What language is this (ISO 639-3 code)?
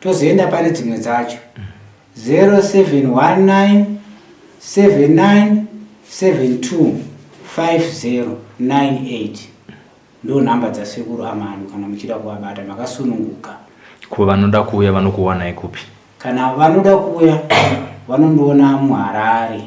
sna